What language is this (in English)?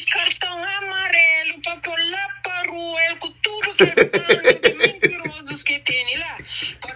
Kabuverdianu